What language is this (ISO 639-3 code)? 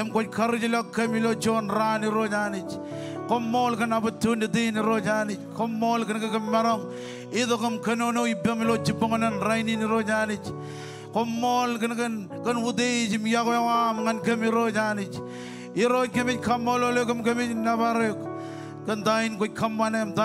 mah